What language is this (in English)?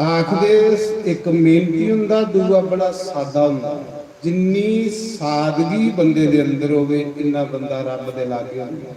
Dogri